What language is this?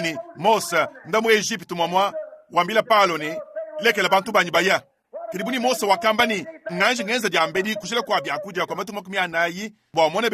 Luba-Lulua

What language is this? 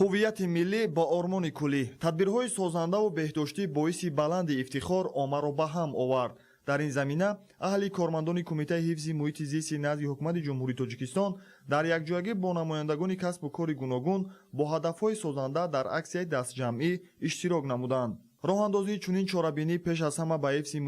Tajik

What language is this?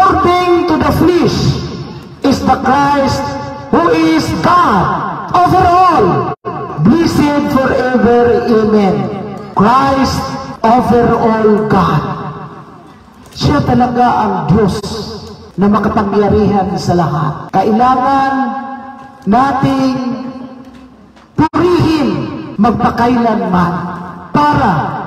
Filipino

